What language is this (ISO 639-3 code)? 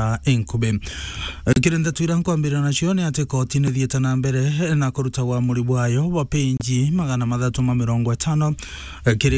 mer